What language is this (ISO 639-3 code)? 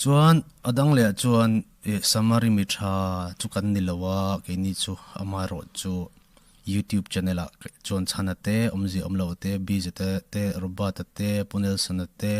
lus